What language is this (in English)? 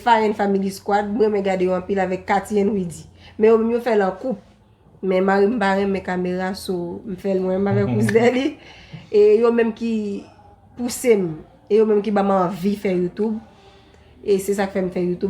Haitian Creole